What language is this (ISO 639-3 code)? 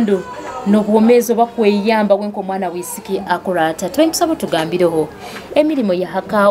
nyo